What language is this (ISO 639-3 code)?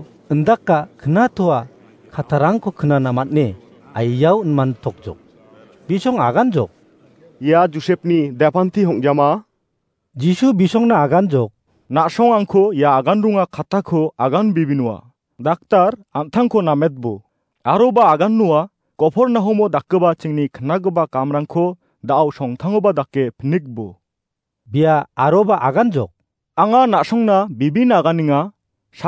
grt